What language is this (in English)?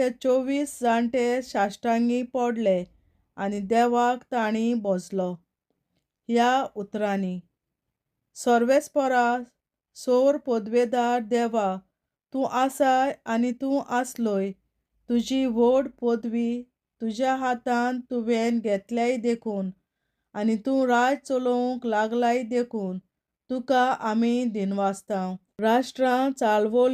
Konkani